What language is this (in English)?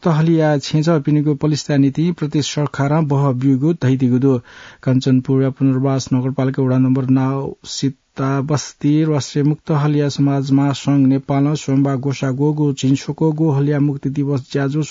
Newari